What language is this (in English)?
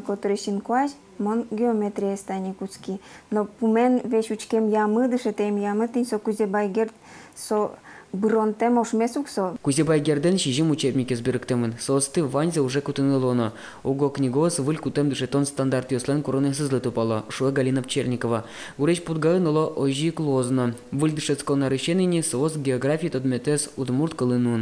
Udmurt